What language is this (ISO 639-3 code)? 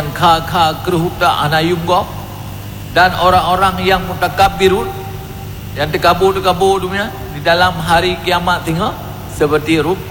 ace